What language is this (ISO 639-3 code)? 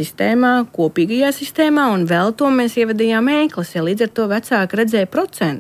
lav